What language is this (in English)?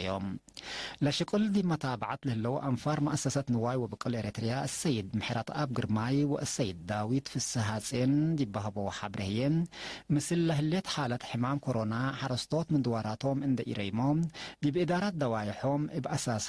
Tigre